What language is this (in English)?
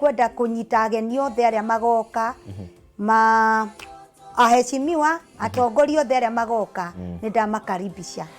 Kikuyu